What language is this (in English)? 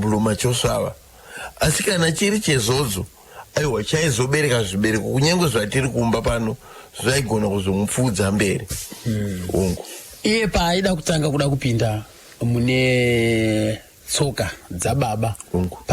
Shona